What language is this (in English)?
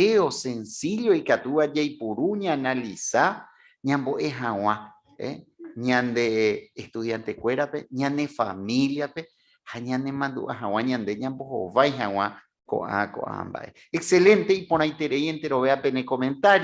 Guarani